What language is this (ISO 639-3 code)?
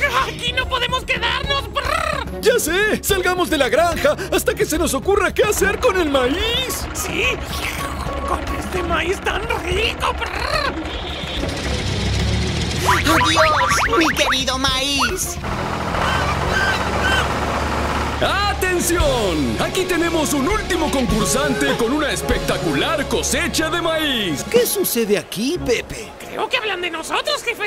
spa